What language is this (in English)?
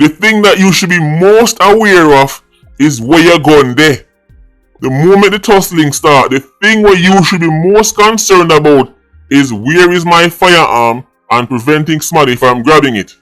Jamaican Creole English